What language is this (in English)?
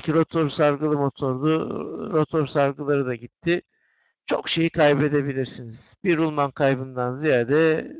Turkish